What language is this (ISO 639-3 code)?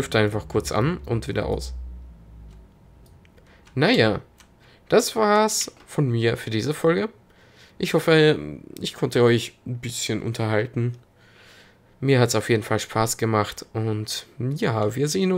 deu